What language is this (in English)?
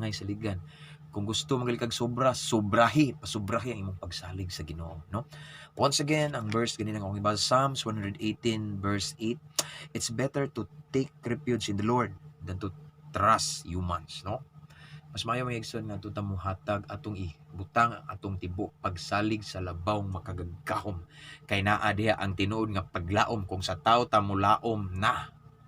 Cebuano